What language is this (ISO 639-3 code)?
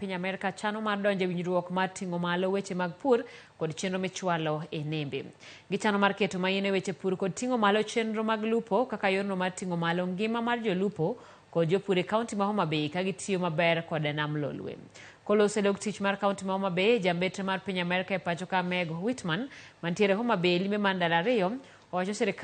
luo